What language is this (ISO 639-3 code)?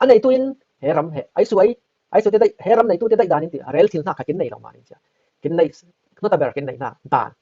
cfm